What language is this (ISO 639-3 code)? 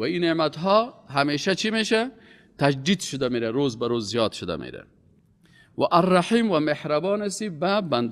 fas